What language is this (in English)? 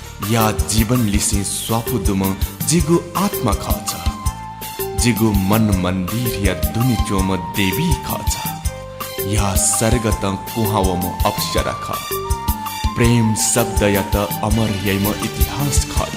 Newari